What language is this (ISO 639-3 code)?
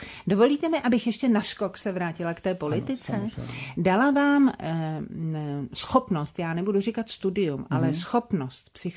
ces